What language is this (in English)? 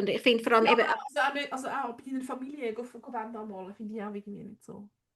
Swiss German